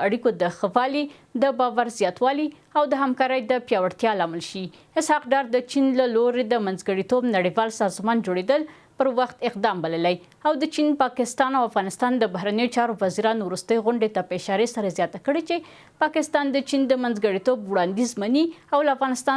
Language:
Pashto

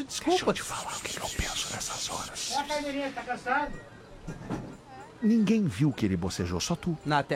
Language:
Portuguese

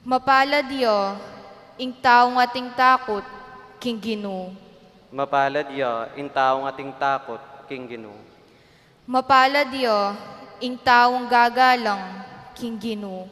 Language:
Pampanga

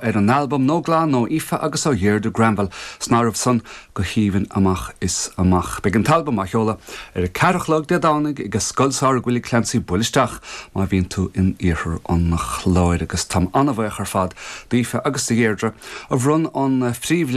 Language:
Irish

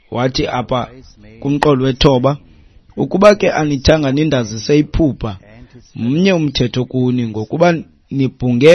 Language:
Xhosa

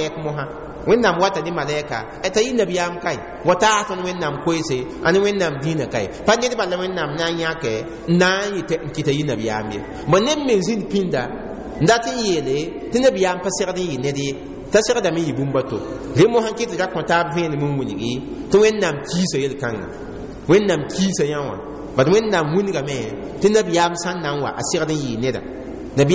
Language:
Mossi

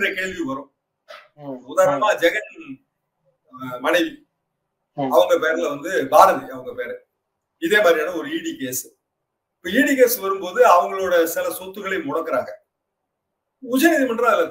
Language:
Tamil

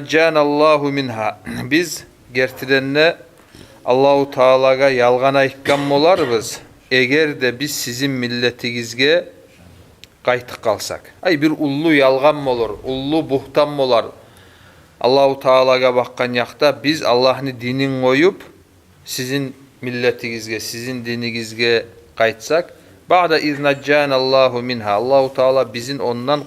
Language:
Kumyk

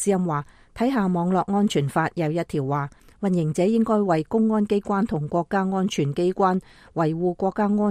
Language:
Cantonese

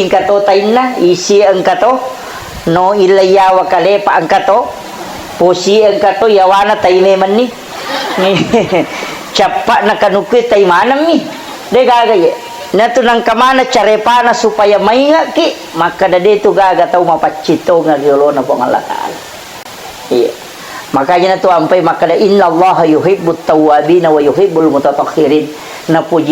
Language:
Buginese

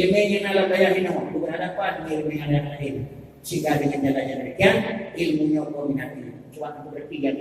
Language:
Achinese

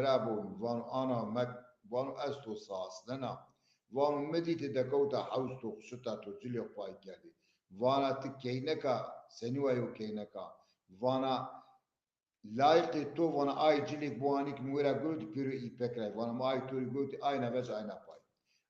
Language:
Zaza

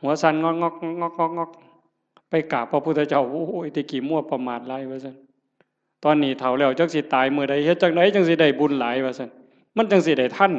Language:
Northeastern Thai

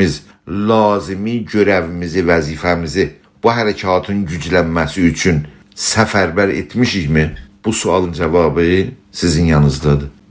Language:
South Azerbaijani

